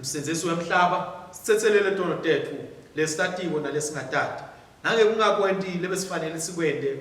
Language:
Swati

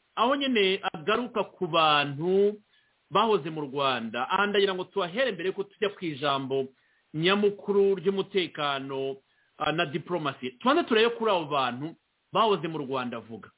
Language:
Kinyarwanda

